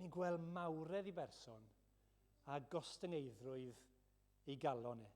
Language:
Welsh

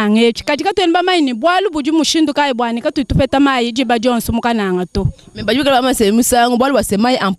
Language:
Luba-Lulua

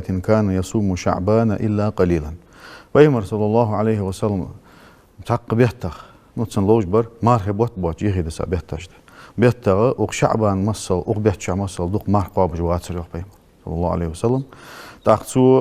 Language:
Ingush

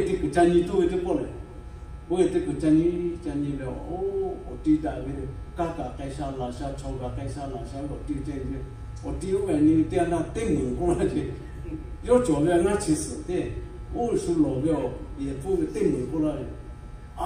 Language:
Lahu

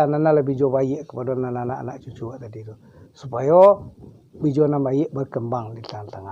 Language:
Minangkabau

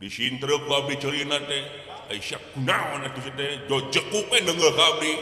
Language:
Sundanese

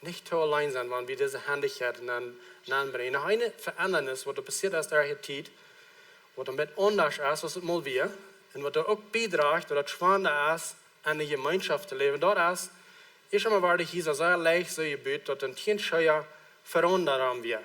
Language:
Plautdietsch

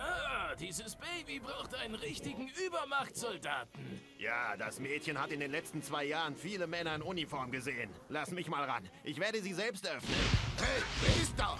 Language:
Bavarian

